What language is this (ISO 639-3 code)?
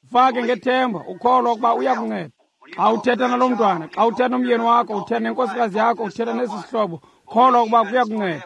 xho